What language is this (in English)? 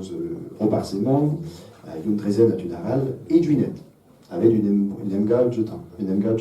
Breton